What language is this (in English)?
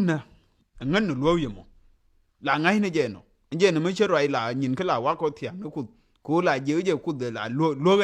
Nuer